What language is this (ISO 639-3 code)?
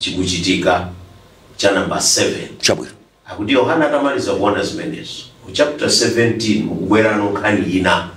nya